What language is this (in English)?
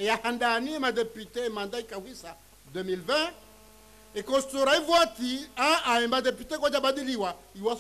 Ngazidja Comorian